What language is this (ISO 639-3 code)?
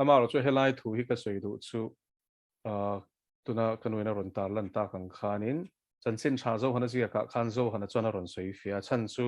lus